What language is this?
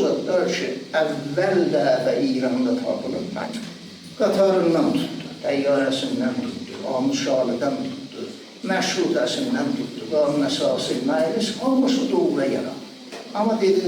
Azerbaijani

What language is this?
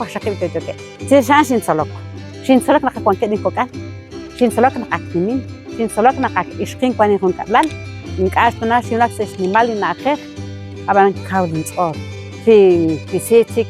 Kekchí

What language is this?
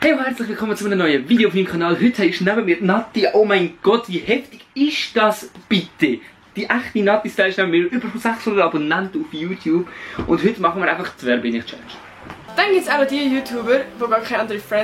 Swiss German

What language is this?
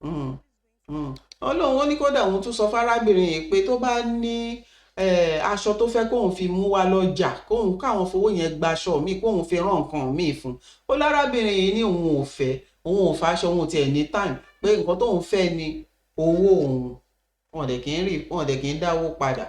Yoruba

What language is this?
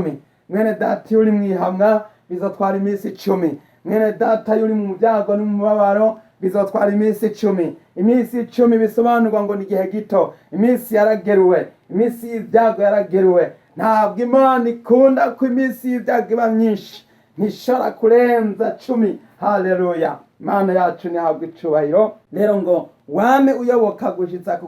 Rundi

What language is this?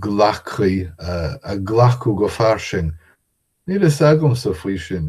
Irish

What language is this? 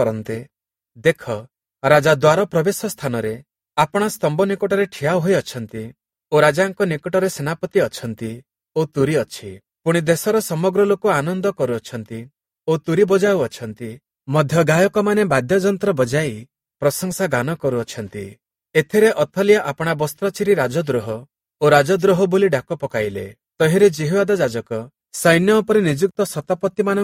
Odia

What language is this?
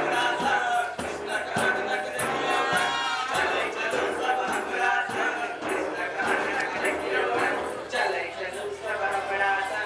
Maithili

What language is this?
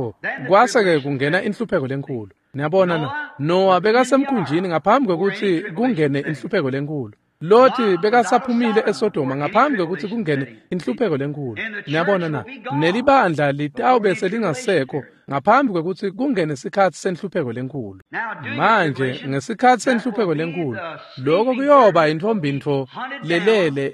Swati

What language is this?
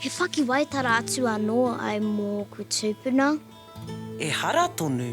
Māori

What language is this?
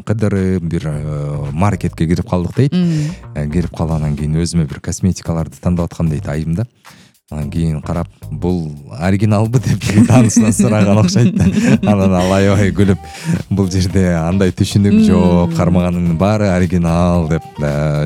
Kyrgyz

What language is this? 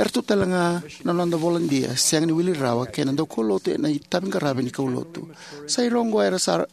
Fijian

